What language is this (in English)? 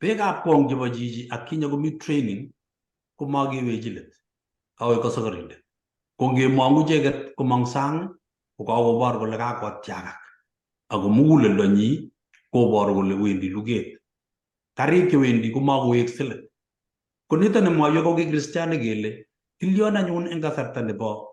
Kalenjin